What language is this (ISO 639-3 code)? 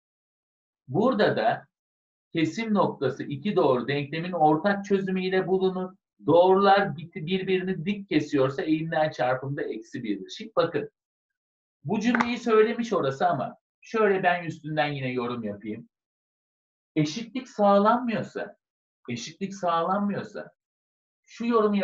tur